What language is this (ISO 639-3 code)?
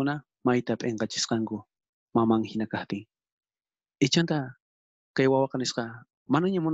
quh